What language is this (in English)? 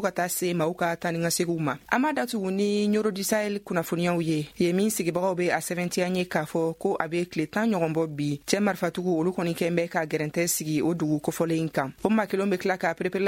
Bambara